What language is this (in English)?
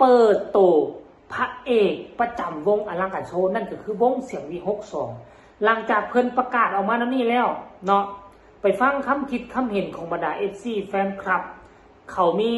Northeastern Thai